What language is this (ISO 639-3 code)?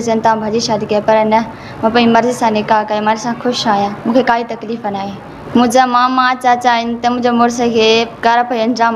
snd